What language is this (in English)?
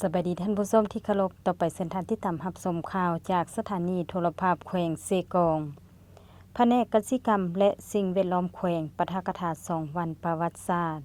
Lao